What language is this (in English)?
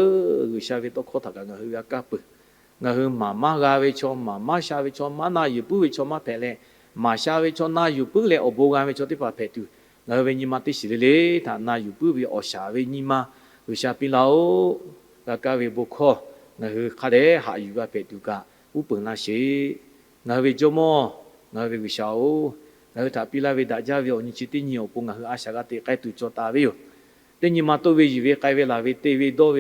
Lahu